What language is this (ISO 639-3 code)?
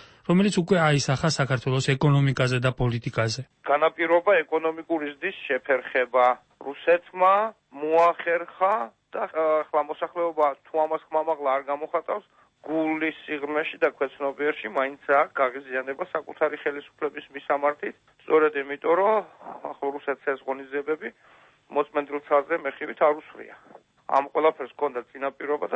kat